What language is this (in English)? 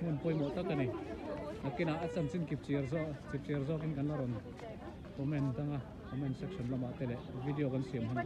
Mizo